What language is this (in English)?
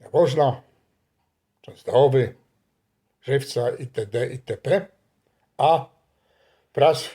Silesian